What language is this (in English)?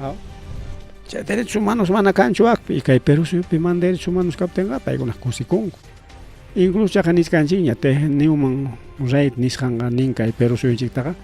Ayacucho Quechua